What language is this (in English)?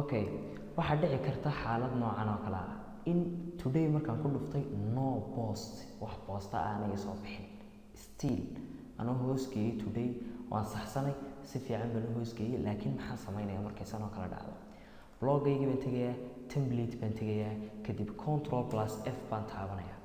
Somali